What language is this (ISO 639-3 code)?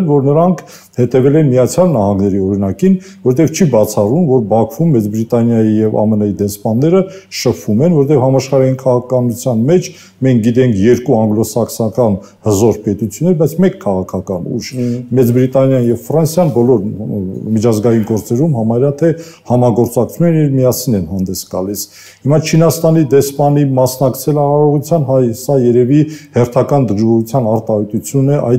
hye